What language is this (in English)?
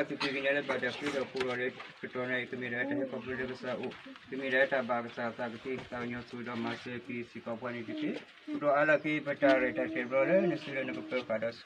S'gaw Karen